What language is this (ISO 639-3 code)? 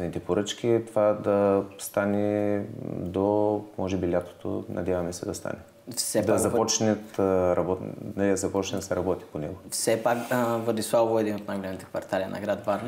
bul